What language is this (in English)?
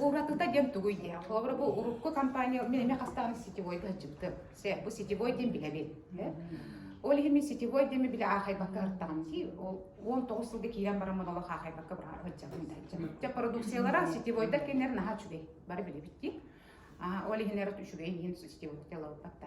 Yakut